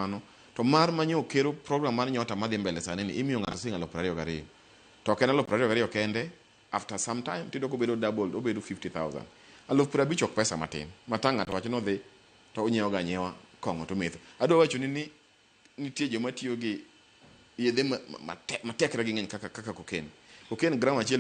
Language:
Luo (Kenya and Tanzania)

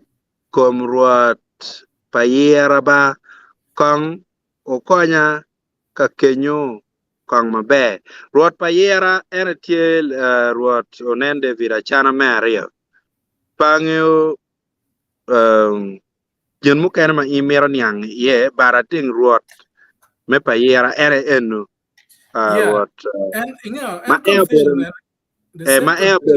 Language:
Acoli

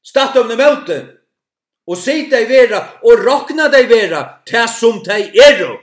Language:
Faroese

